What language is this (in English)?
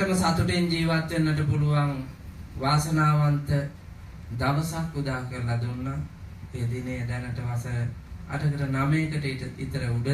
Sinhala